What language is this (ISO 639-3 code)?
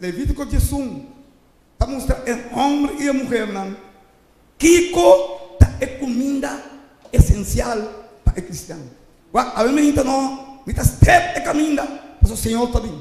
pap